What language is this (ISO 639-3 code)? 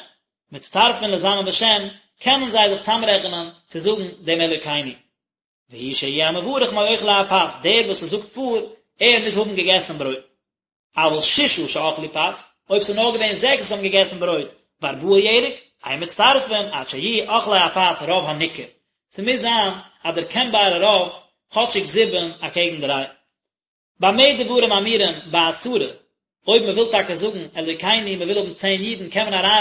yid